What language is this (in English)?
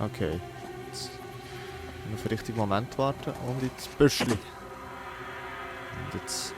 Swiss German